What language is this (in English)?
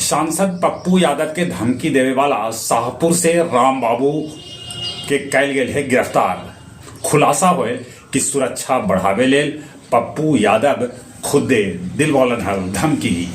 Magahi